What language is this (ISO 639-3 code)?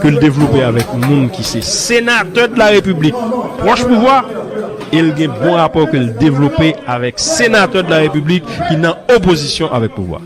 hat